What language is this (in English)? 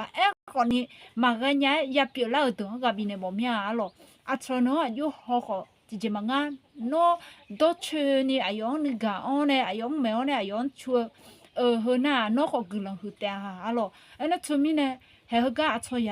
Akha